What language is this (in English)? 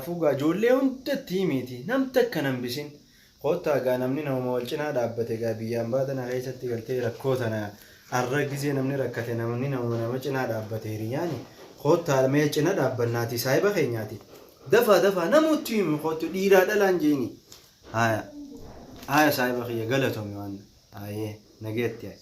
Oromo